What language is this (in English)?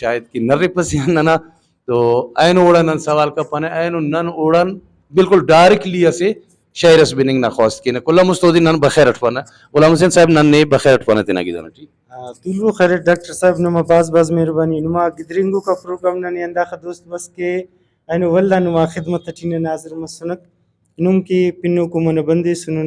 Brahui